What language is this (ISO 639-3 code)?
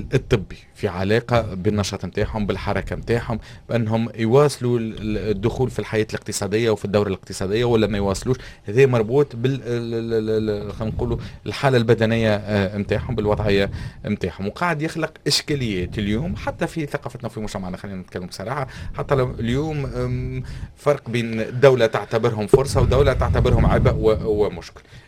aeb